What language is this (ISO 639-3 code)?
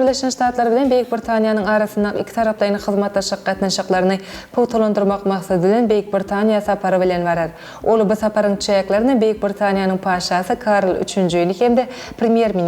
tuk